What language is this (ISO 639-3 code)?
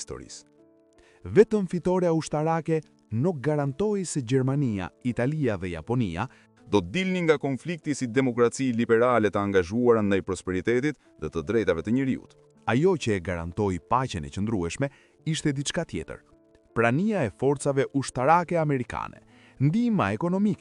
sqi